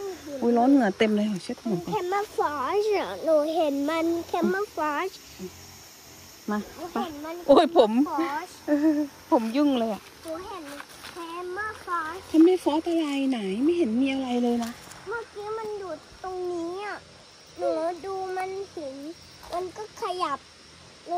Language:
Thai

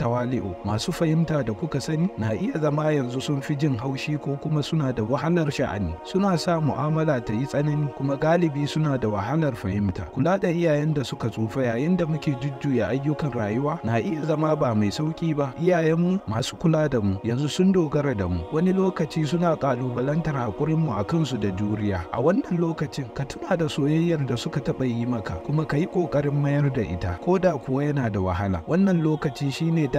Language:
Hausa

